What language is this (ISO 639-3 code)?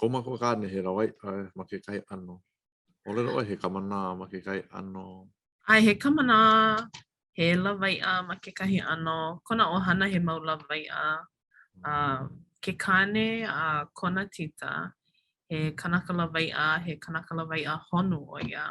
haw